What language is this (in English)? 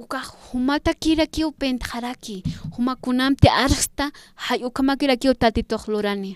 Aymara